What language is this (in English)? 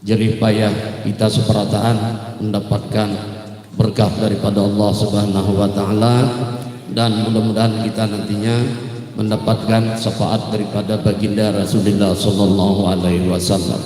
Banjar